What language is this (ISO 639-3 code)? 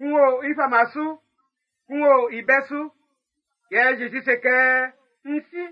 bci